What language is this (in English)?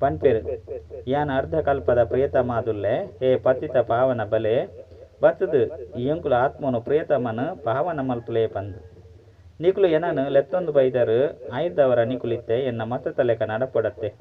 Tulu